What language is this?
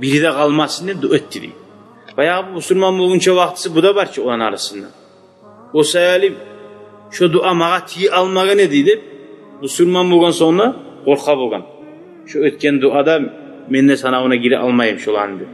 Kumyk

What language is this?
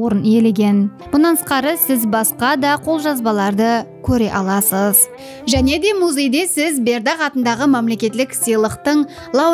Kara-Kalpak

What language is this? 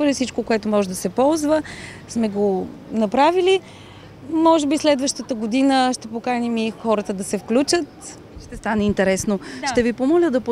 Bulgarian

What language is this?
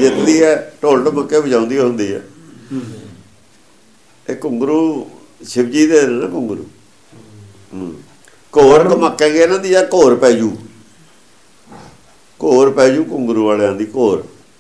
Punjabi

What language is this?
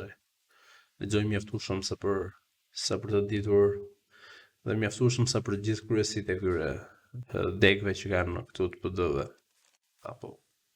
Albanian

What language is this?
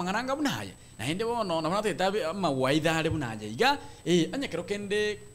Gusii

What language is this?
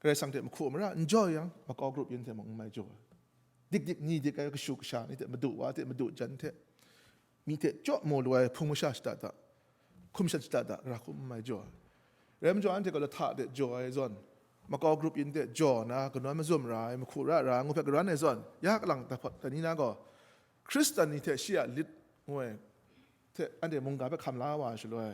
Kachin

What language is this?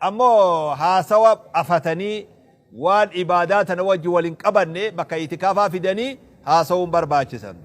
Oromo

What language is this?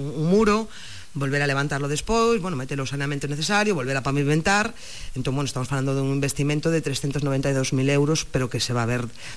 Galician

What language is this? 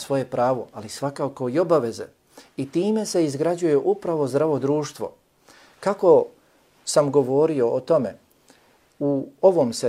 Bosnian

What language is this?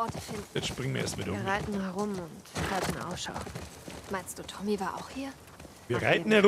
Bavarian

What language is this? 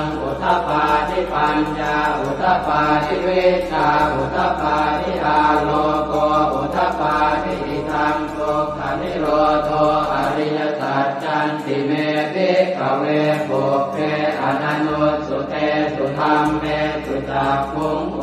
Pali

